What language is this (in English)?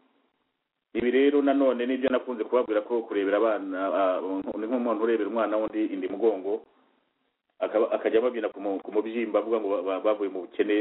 Kinyarwanda